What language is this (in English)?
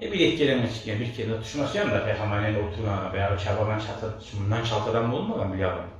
Kumyk